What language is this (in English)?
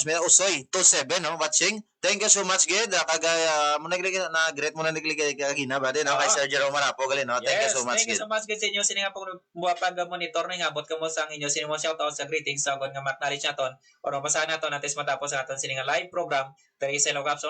Hiligaynon